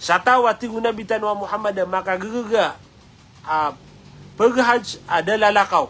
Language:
Maranao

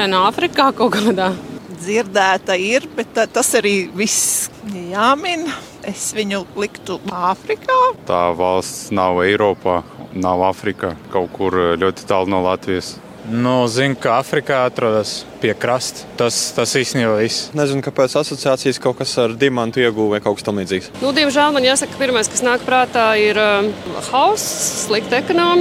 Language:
Latvian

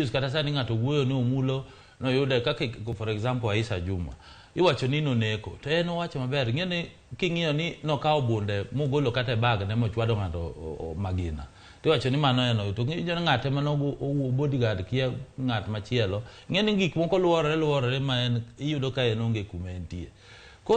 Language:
Luo (Kenya and Tanzania)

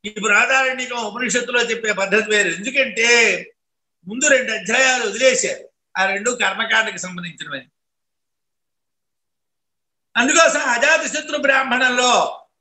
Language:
Telugu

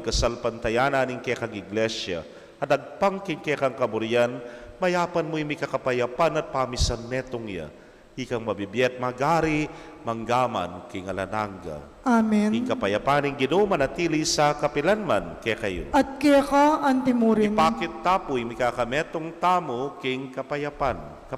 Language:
Pampanga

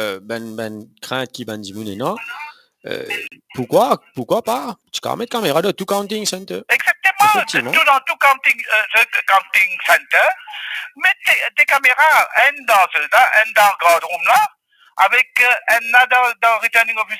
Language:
Morisyen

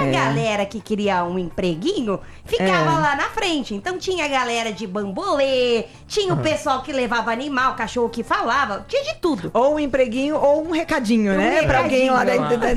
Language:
Portuguese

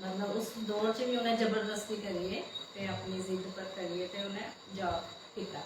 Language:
Dogri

